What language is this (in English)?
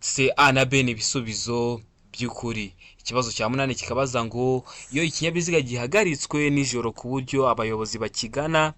Kinyarwanda